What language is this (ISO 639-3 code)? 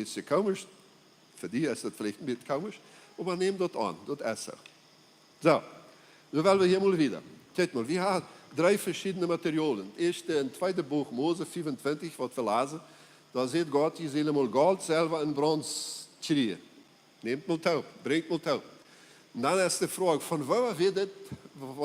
pdt